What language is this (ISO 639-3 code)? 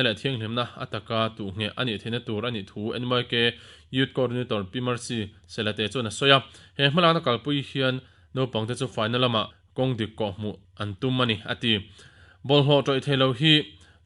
lus